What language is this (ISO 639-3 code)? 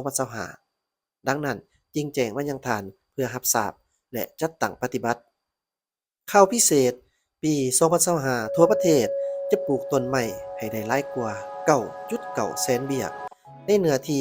lao